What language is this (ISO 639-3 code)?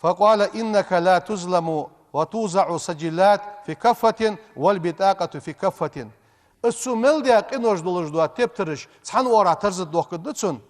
inh